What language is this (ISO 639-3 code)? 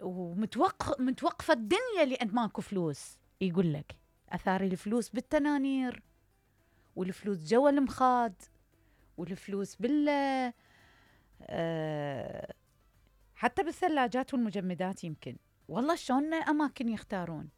acm